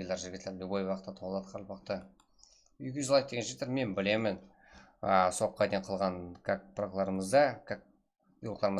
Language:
Kara-Kalpak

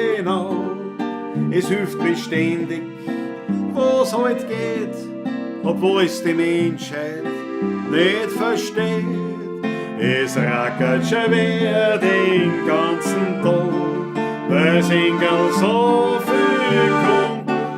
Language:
Bavarian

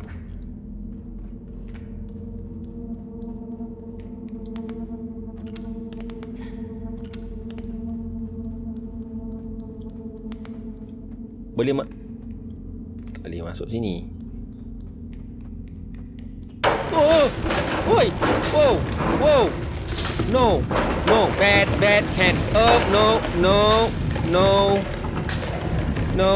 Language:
Malay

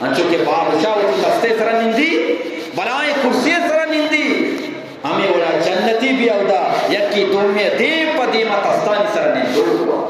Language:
Eastern Balochi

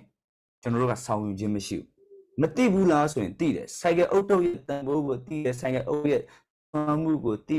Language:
Burmese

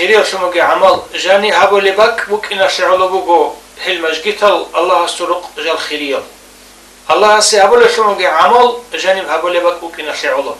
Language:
Avaric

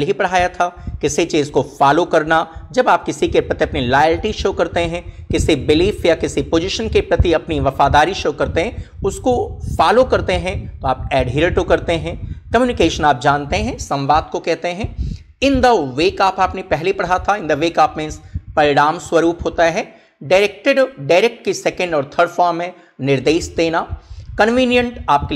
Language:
Hindi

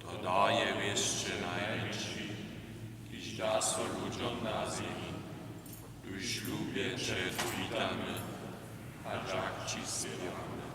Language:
Upper Sorbian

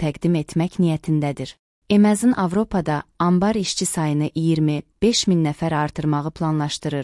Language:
Azerbaijani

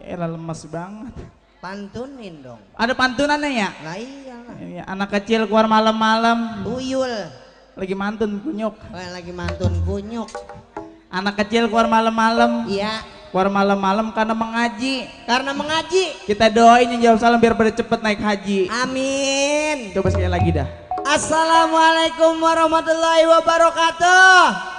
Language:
Betawi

